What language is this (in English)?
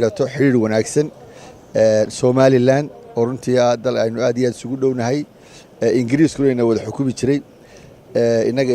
Somali